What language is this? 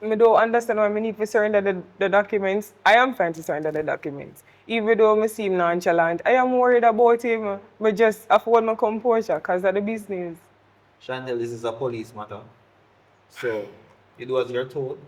Jamaican Creole English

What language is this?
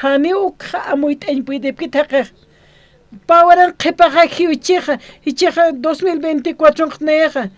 Aymara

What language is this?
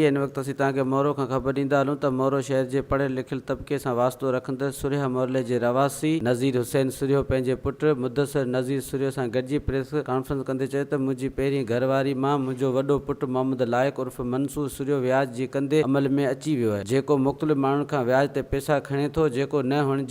Sindhi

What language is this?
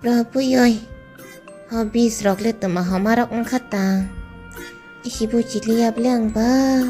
Kok Borok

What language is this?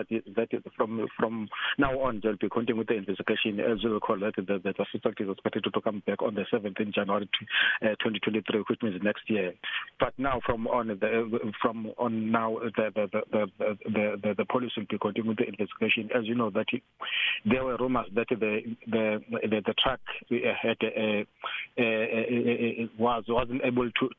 English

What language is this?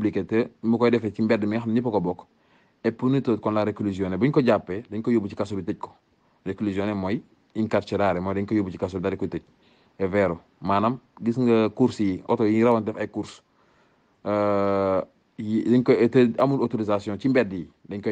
Wolof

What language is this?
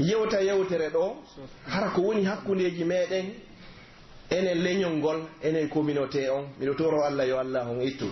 Pular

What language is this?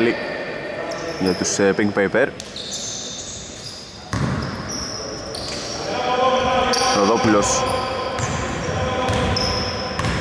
Greek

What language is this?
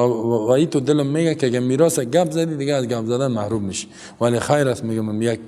Persian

